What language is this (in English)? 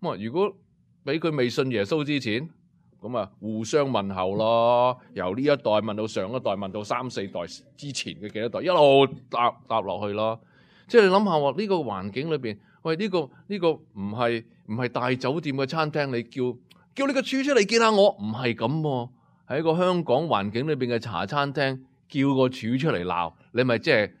Cantonese